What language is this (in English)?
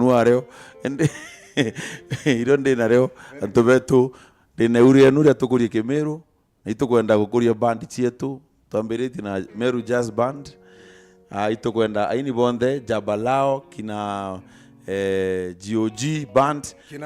Meru